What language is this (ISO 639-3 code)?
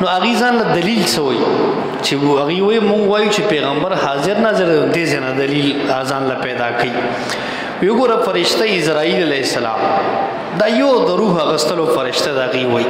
pus